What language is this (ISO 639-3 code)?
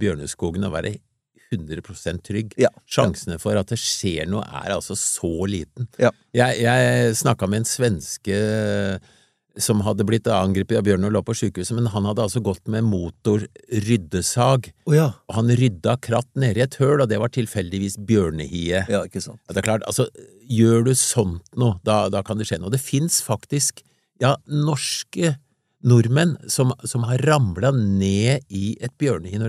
nor